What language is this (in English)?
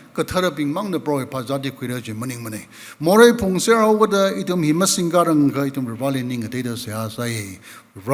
Tangkhul Naga (India)